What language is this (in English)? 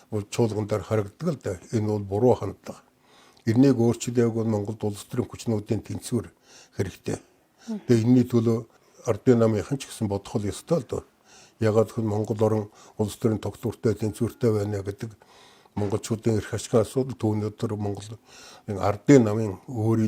Mongolian